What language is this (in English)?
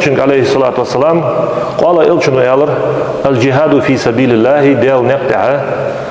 Ingush